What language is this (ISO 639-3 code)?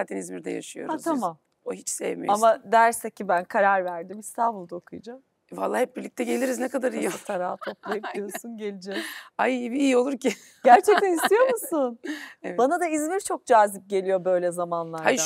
tur